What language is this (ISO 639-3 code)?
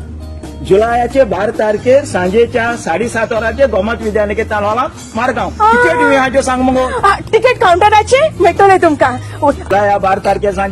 kok